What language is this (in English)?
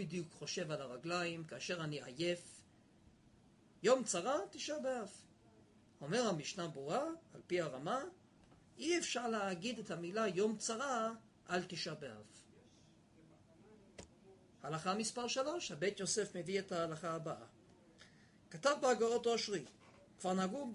Hebrew